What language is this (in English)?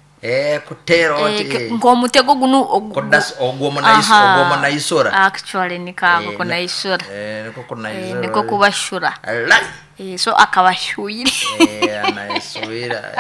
Nyoro